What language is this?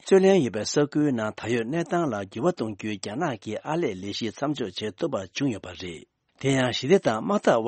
Tibetan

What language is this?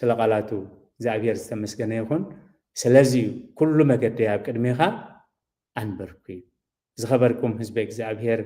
Tigrinya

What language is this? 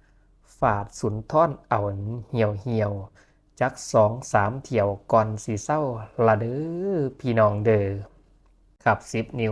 Northeastern Thai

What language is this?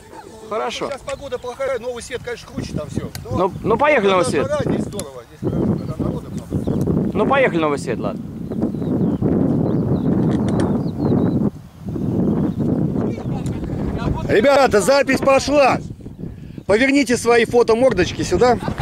Russian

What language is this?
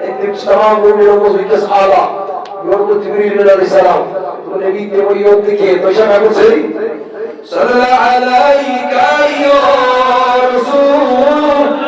Kashmiri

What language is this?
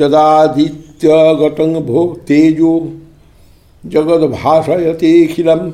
Sanskrit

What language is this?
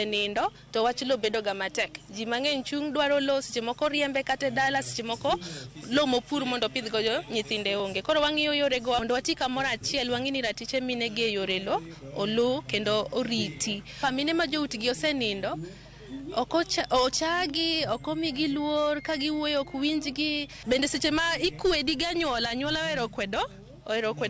Luo (Kenya and Tanzania)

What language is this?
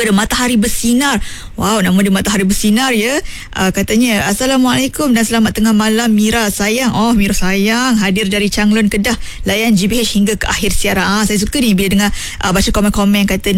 Malay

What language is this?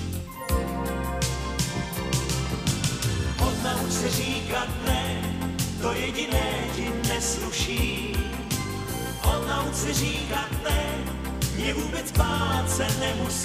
Czech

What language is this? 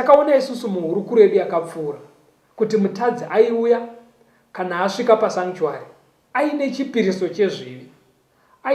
Shona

